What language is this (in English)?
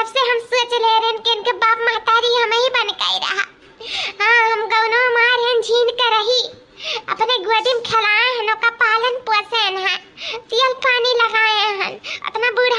Awadhi